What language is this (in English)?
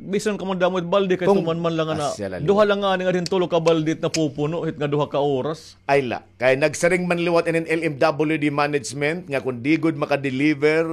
Waray